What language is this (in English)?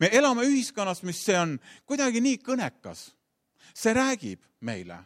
Estonian